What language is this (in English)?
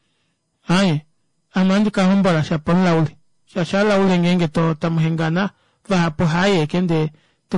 Kuanyama